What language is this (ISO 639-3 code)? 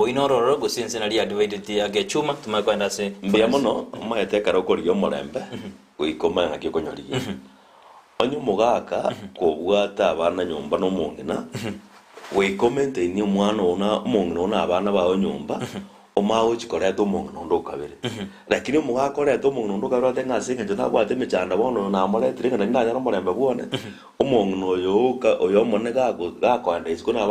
guz